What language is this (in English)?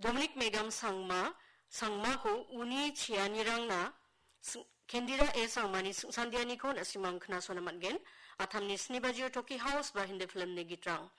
Garo